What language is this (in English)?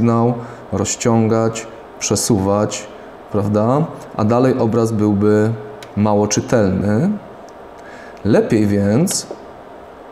Polish